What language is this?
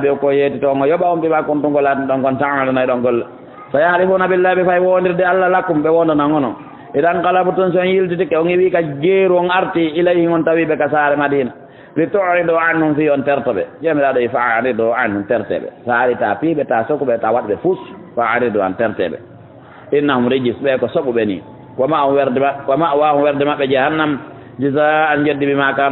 Fula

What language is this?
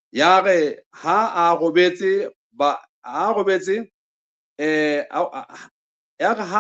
Southern Sotho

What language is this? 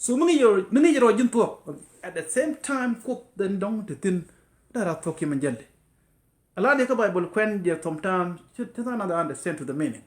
Nuer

